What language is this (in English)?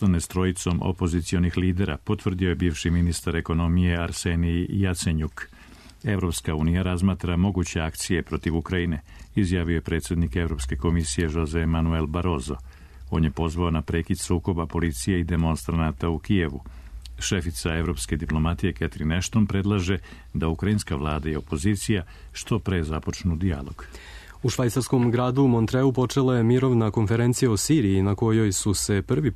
Serbian